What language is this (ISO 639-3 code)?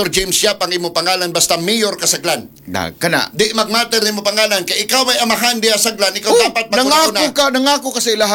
ceb